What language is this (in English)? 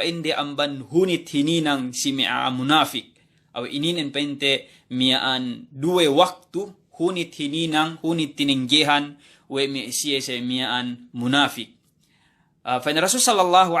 Yakan